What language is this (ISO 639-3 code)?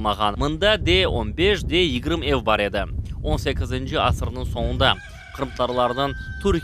crh